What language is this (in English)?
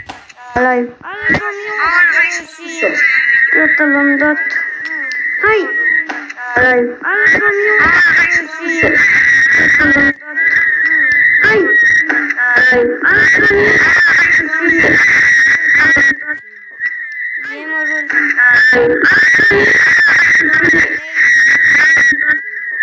Romanian